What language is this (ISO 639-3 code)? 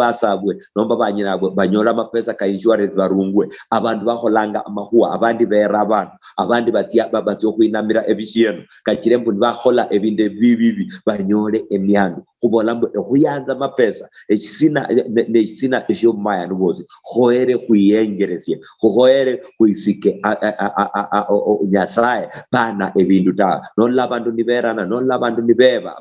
luy